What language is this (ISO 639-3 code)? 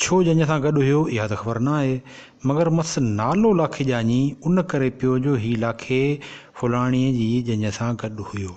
snd